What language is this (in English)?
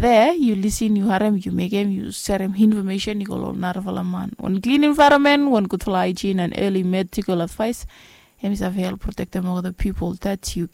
Bislama